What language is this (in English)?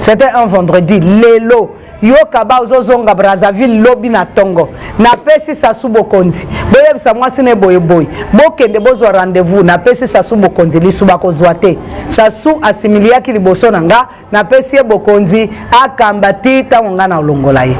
Lingala